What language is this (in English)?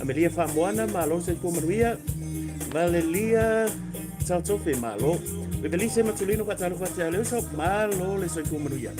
Samoan